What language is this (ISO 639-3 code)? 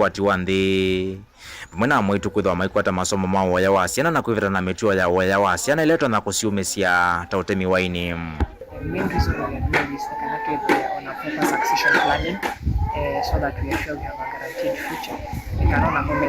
kam